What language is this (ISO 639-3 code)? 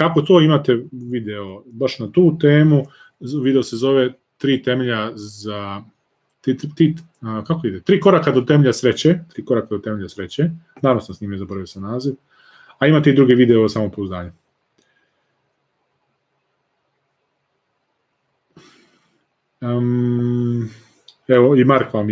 srp